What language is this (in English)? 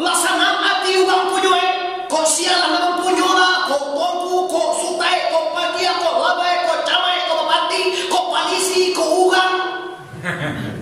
Minangkabau